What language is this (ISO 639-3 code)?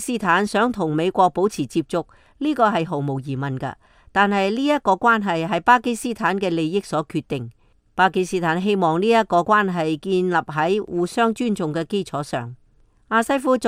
yue